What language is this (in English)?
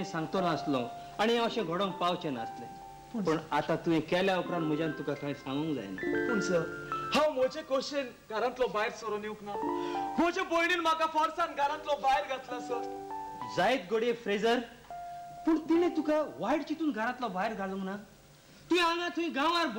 Konkani